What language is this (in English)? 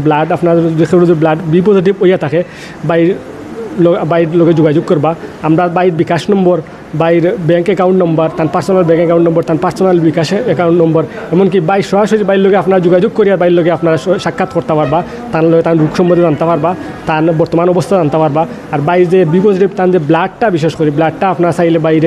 Sylheti